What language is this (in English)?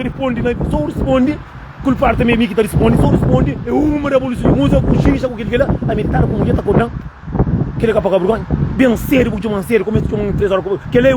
Kabuverdianu